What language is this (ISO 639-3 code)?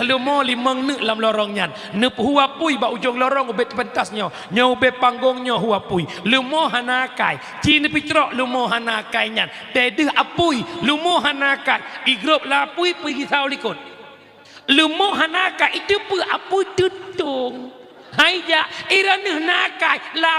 ace